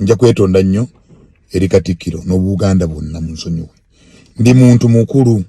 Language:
Ganda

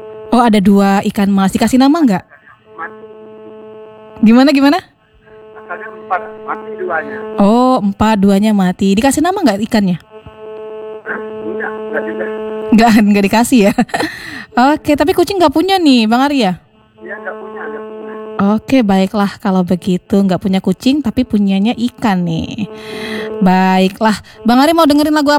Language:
Indonesian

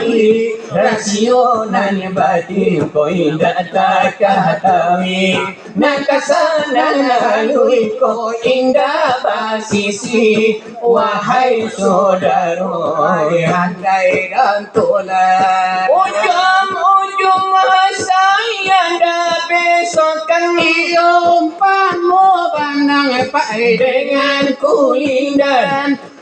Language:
Minangkabau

